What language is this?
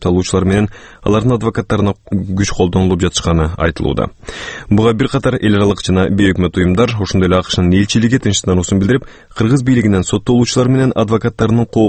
Kyrgyz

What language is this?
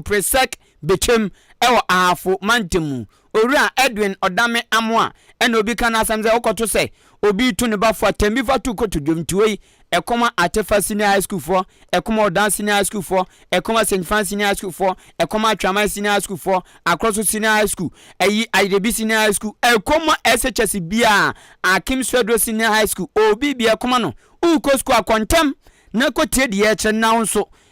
Akan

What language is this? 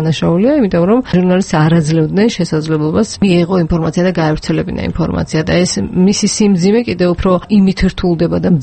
Georgian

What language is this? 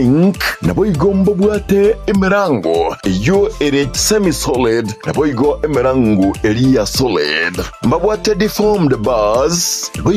Gusii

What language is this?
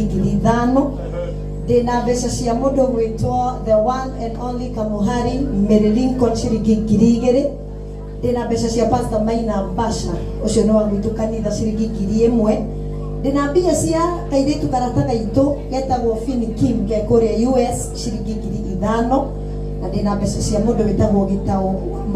Kikuyu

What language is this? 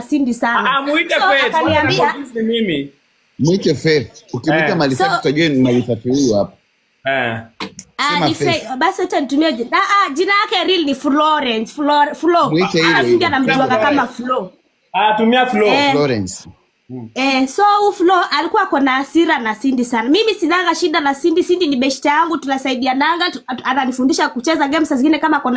Swahili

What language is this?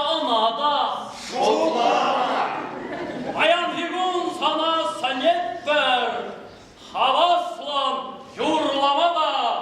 Chuvash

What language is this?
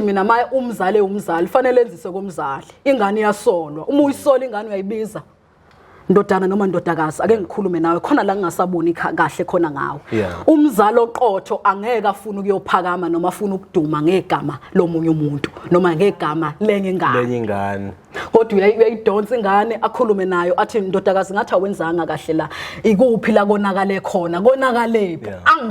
Zulu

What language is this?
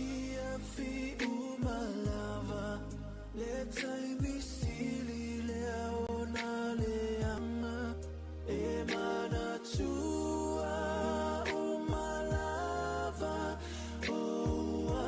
Samoan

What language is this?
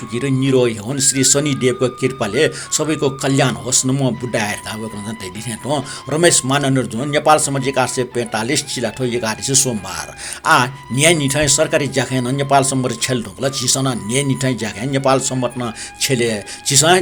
Newari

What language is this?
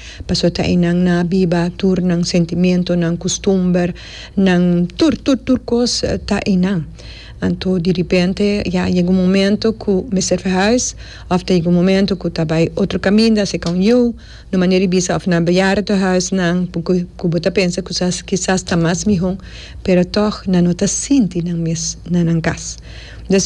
Papiamento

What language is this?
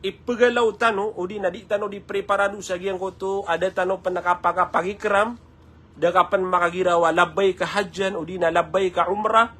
Maranao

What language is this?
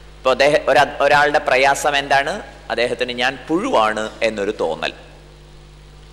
Malayalam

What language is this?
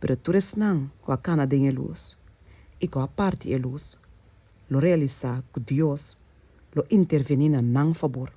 Papiamento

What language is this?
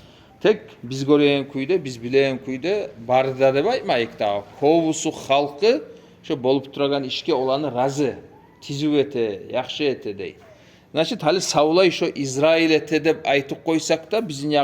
Kumyk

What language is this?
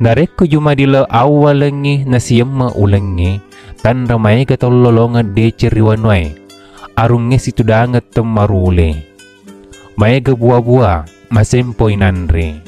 Buginese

